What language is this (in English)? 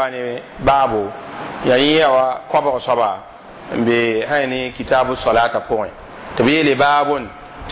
Mossi